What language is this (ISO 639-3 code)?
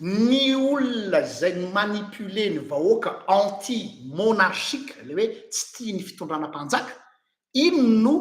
mlg